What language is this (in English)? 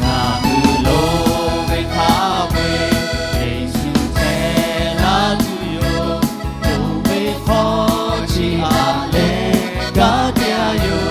Lahu